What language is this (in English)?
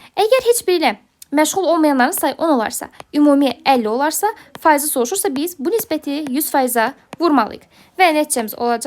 Azerbaijani